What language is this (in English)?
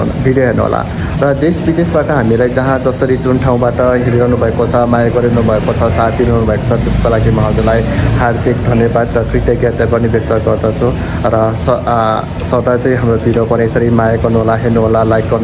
Nepali